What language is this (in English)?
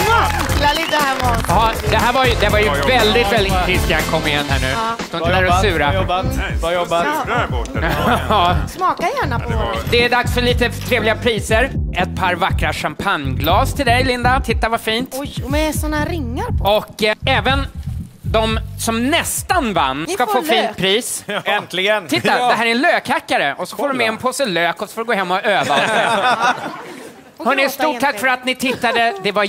Swedish